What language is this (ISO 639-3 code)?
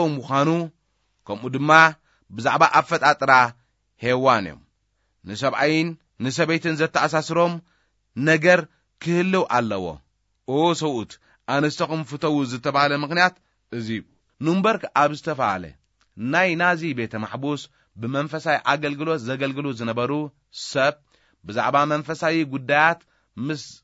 tir